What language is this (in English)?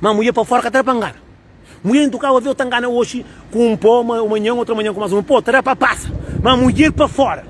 Kabuverdianu